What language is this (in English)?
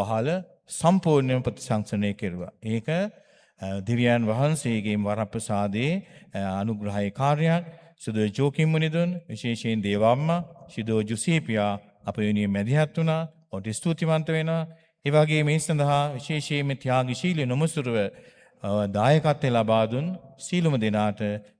Sinhala